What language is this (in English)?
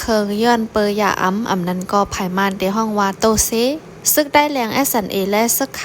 Shan